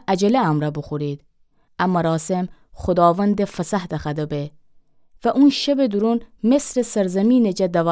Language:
Gilaki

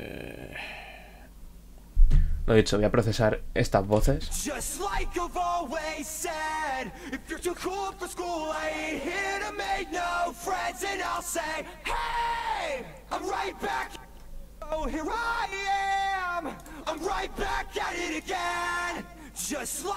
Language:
Spanish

